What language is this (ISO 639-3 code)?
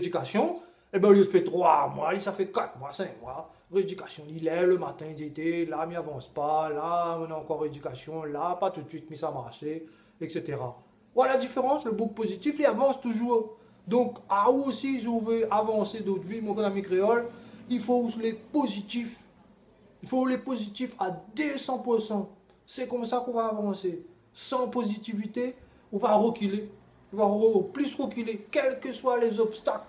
rcf